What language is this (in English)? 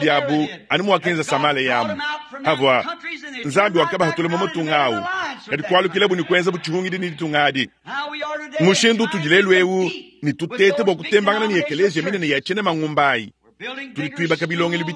Luba-Lulua